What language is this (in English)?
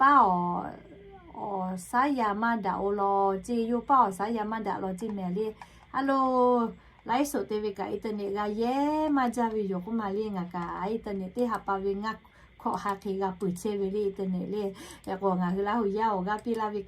Lahu